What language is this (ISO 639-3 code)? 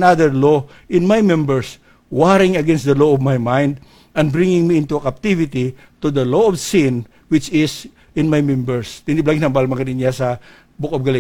hil